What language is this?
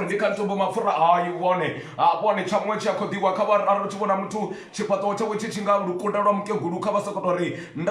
Venda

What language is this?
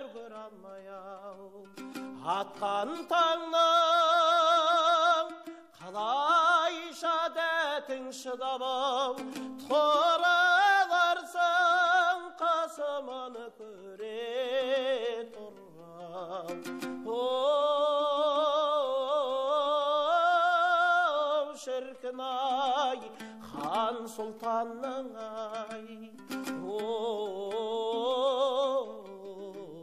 Kazakh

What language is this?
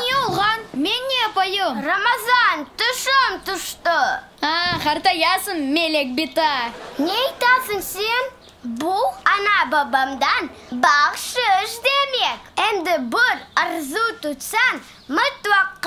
Crimean Tatar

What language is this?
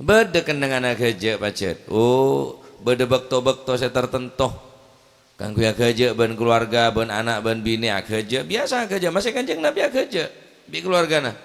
Madurese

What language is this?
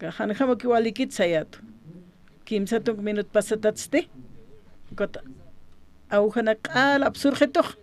Aymara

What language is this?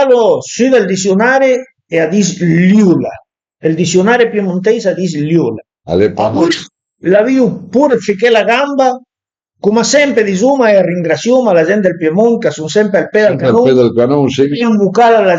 Piedmontese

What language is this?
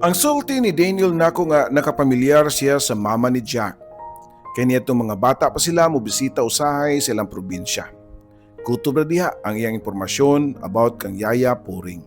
Cebuano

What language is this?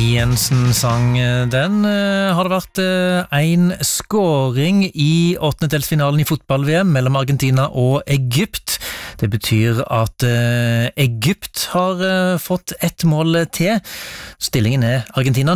Norwegian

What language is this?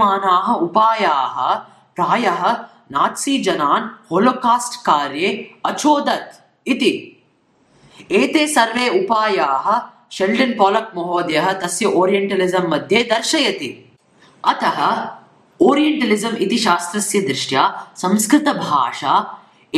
Sanskrit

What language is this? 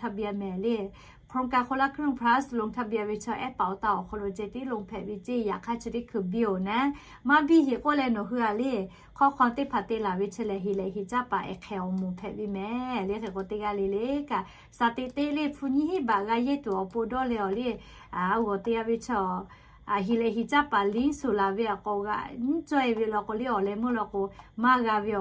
Lahu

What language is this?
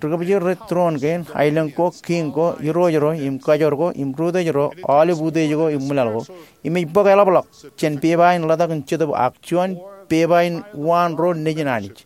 Marshallese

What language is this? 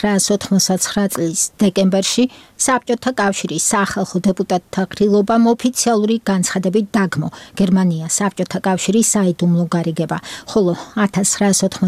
Georgian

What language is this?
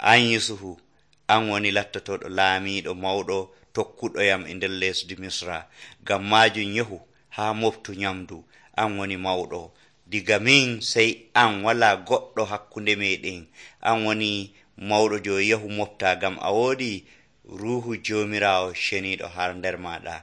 Nigerian Fulfulde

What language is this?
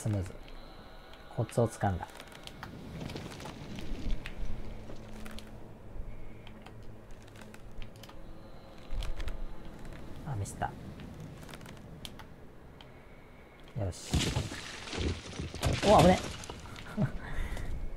Japanese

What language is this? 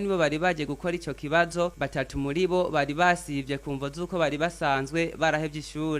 Rundi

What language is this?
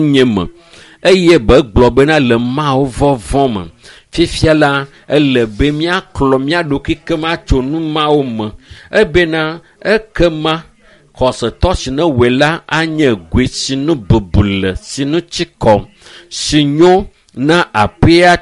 Ewe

